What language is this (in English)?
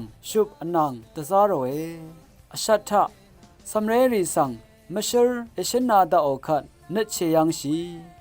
Rawang